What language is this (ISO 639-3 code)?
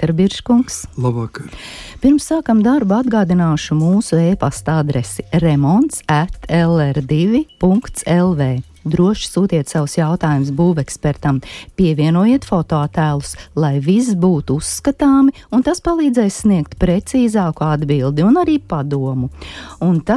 lav